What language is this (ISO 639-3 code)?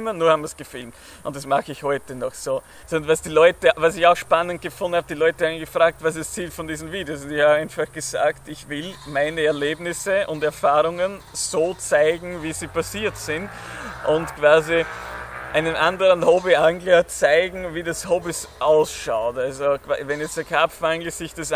deu